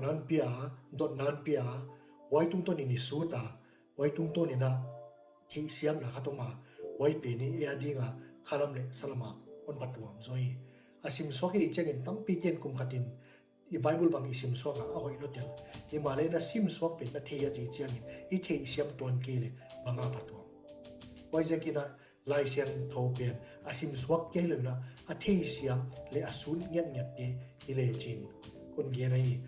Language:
Paite Chin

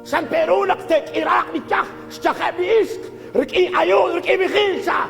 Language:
Kekchí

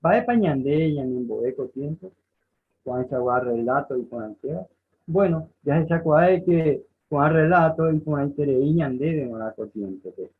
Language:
Guarani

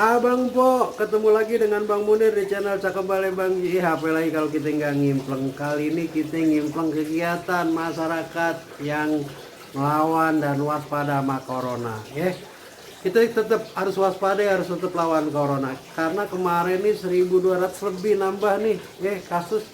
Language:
Betawi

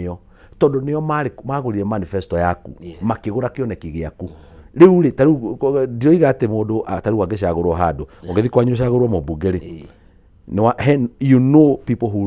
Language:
Kikuyu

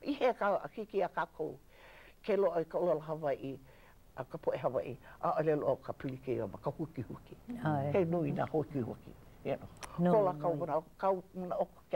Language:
Hawaiian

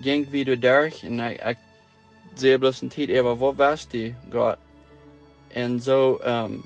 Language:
Plautdietsch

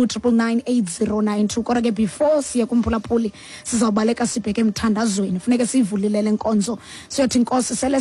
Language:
Xhosa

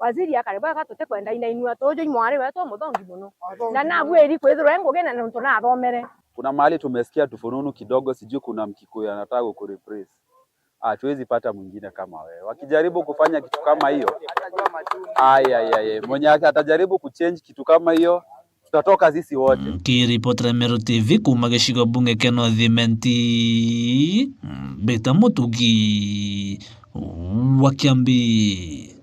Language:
Meru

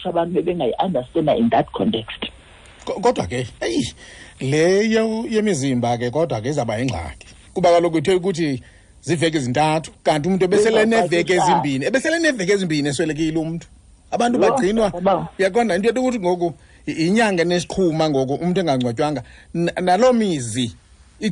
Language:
Xhosa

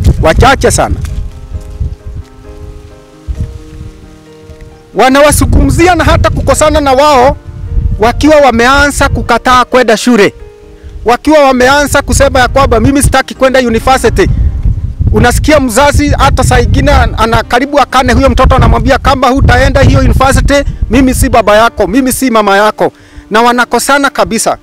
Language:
Swahili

